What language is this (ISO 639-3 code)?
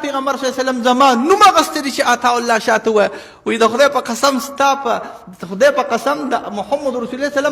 pus